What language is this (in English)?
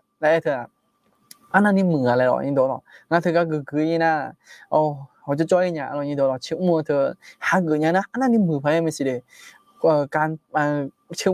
Akha